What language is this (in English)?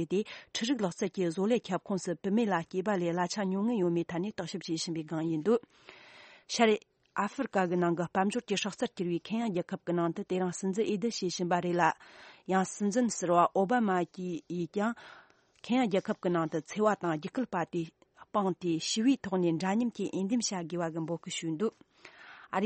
Tibetan